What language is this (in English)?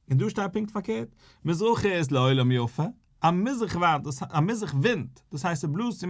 Yiddish